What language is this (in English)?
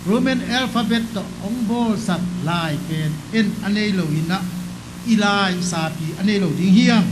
Tedim Chin